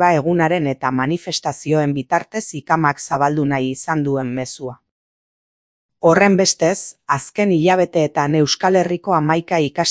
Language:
Basque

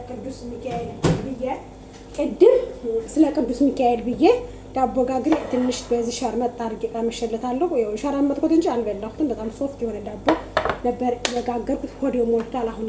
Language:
Amharic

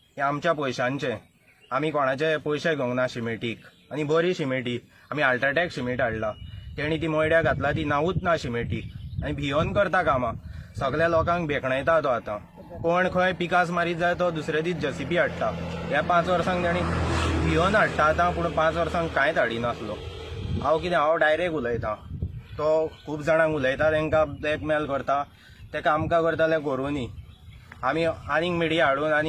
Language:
Konkani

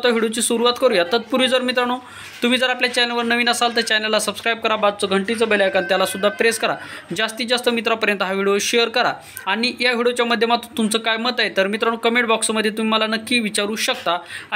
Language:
Marathi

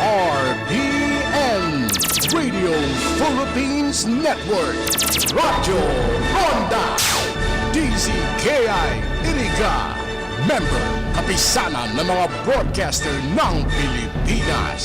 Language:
Bikol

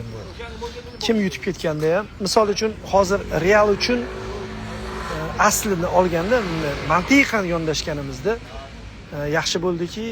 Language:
Uzbek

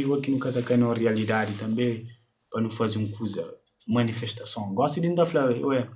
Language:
Kabuverdianu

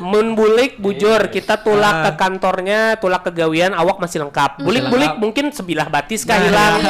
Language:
Banjar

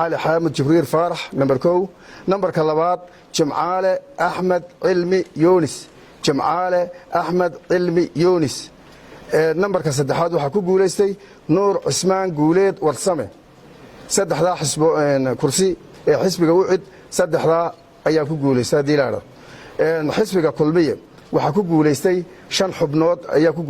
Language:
Somali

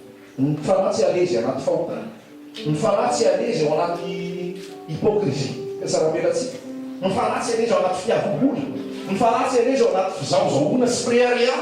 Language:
Malagasy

